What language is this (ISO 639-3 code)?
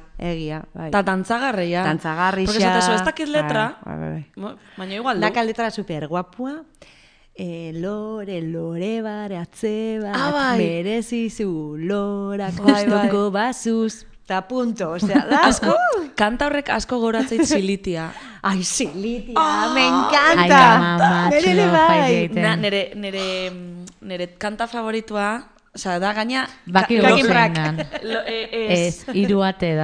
eus